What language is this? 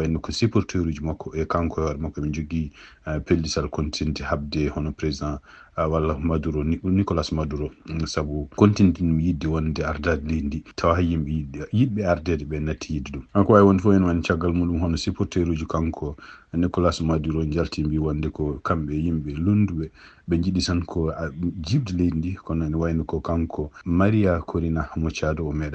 Fula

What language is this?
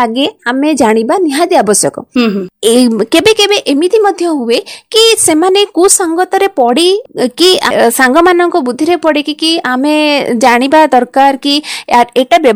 Odia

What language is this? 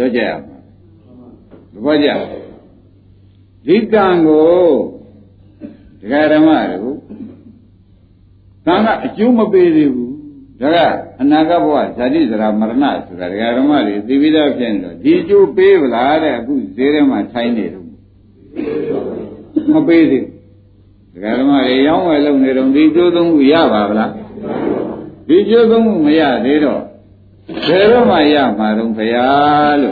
Burmese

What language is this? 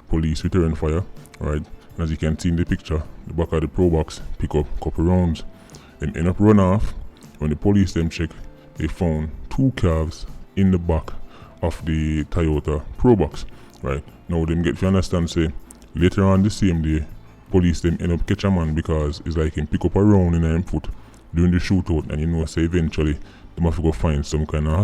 Jamaican Creole English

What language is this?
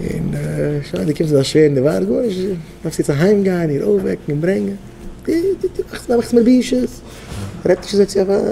Yiddish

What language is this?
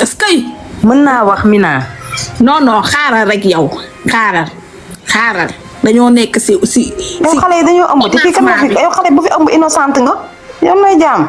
Wolof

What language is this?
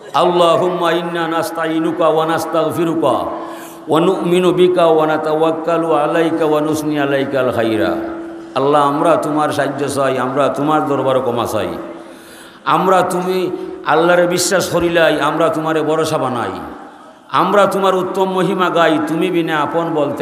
Sylheti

